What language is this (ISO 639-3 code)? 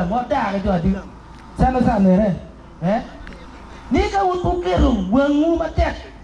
ach